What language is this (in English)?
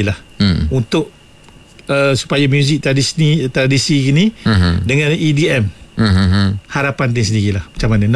Malay